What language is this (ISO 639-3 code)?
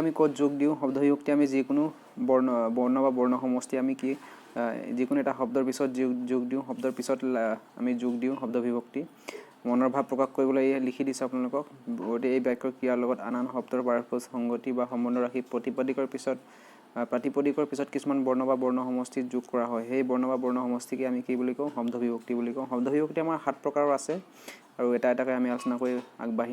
asm